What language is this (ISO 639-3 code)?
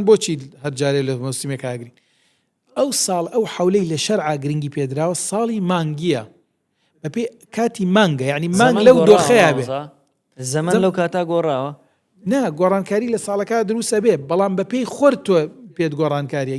ckb